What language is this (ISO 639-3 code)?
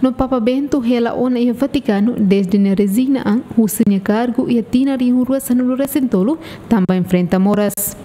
tet